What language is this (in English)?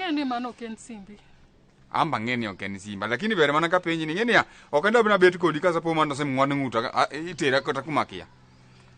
Luo (Kenya and Tanzania)